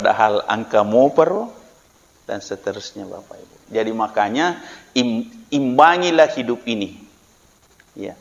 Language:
Buginese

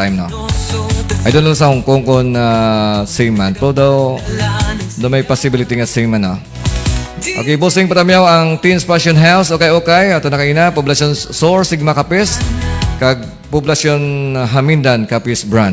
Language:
Hiligaynon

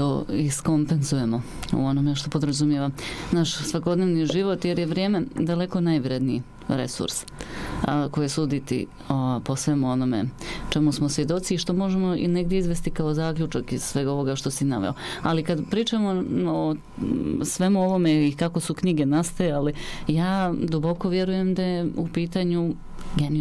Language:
Bosnian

